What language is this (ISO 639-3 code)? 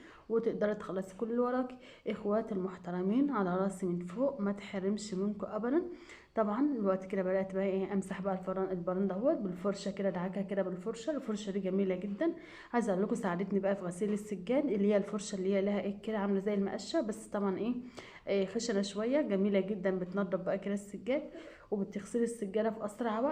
arz